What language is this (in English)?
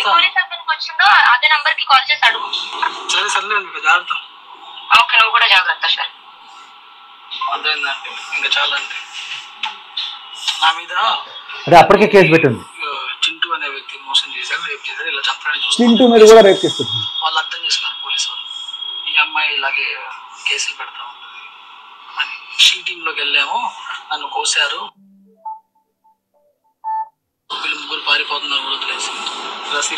Telugu